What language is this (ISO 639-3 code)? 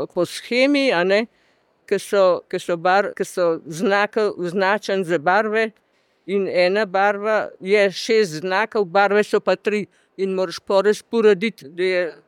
slv